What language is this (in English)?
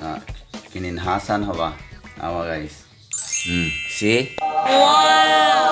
Cebuano